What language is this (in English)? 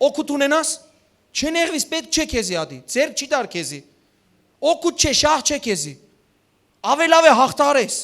Western Armenian